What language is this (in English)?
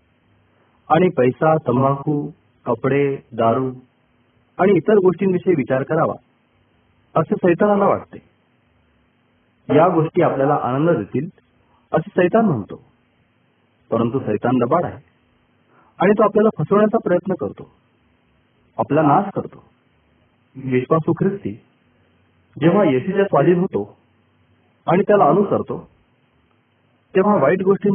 Marathi